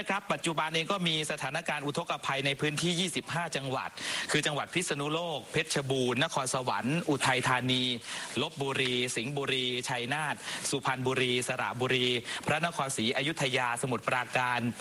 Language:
Thai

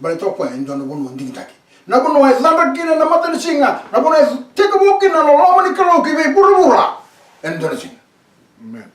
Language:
Fijian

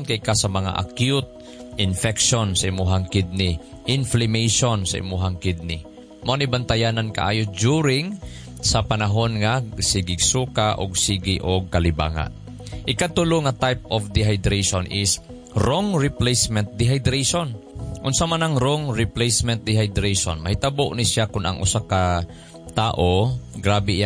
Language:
Cebuano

